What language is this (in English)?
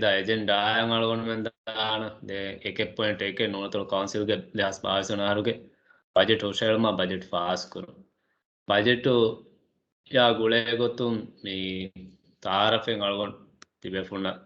Divehi